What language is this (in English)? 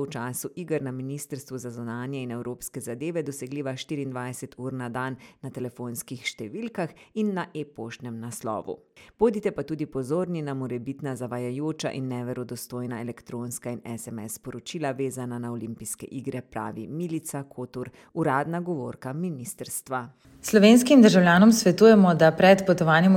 Slovenian